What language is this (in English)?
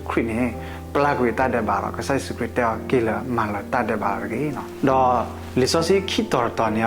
S'gaw Karen